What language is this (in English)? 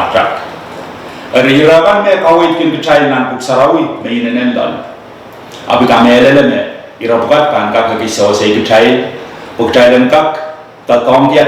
Pohnpeian